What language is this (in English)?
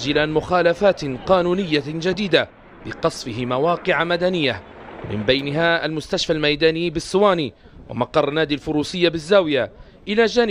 Arabic